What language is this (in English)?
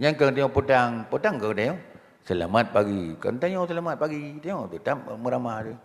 Achinese